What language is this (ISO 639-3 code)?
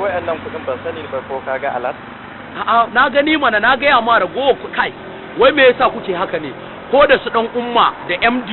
hau